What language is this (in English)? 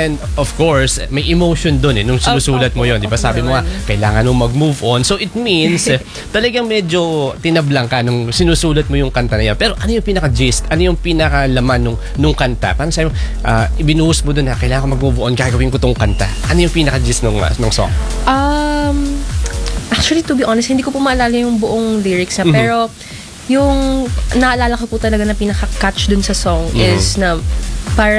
Filipino